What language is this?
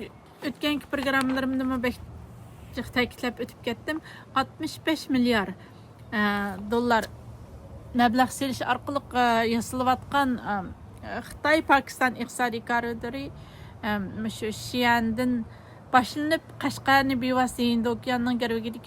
Uyghur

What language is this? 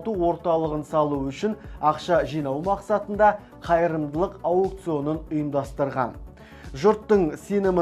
Kazakh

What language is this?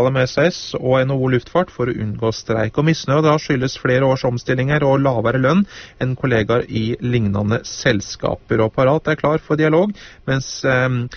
Norwegian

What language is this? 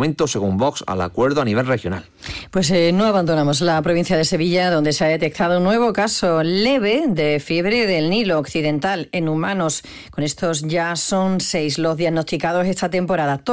Spanish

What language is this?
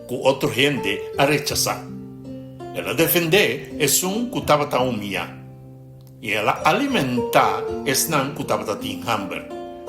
Papiamento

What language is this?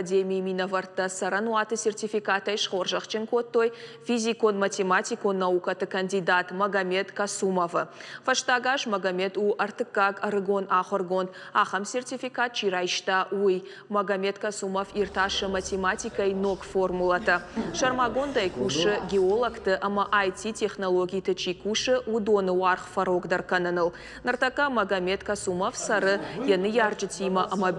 Ossetic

